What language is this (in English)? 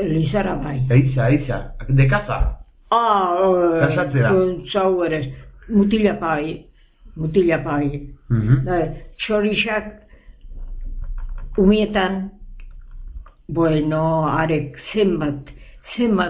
Basque